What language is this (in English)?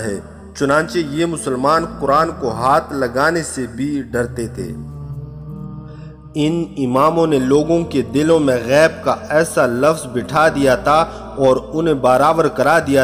Urdu